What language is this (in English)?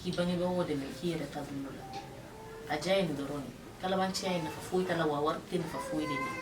Bambara